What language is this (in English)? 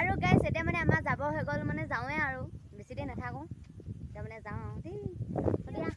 Assamese